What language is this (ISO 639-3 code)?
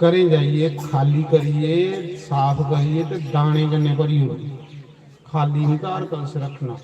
doi